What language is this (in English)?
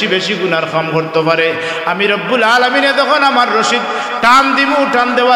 Sylheti